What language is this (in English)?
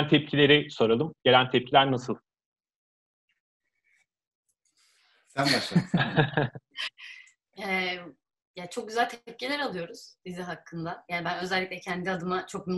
Turkish